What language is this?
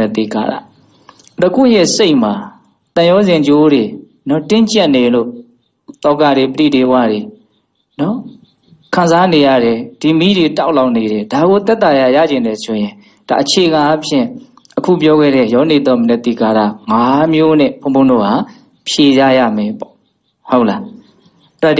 Burmese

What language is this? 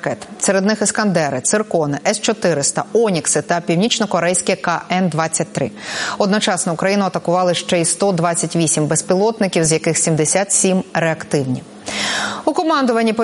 Ukrainian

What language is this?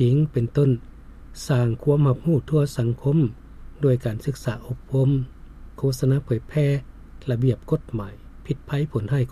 Lao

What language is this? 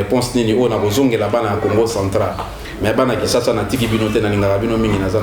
Lingala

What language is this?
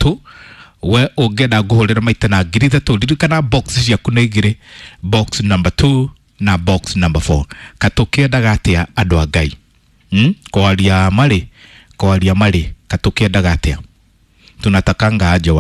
Kikuyu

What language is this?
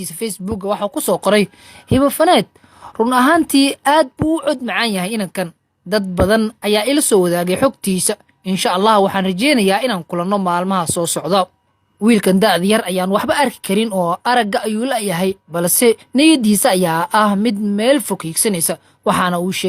Somali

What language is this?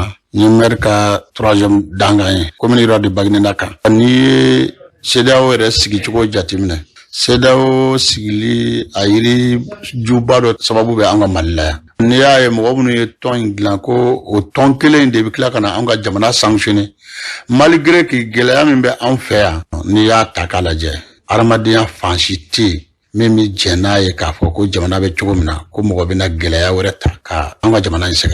Bambara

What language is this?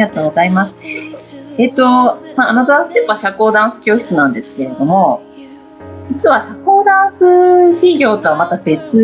Japanese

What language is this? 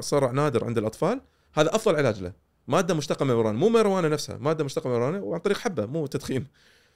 Gulf Arabic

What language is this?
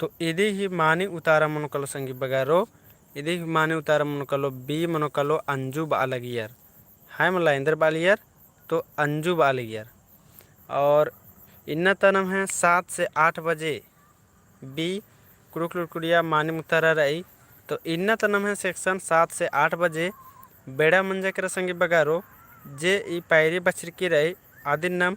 Kurukh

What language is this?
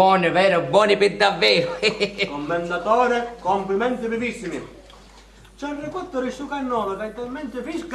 Sicilian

